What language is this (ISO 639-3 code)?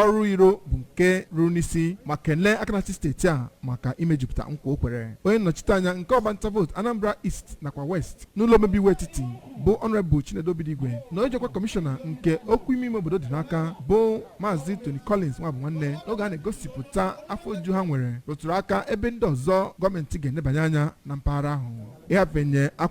ibo